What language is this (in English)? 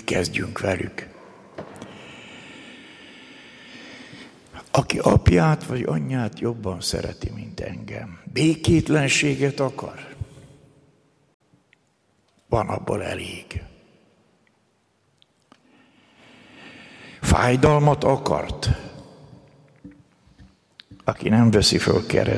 Hungarian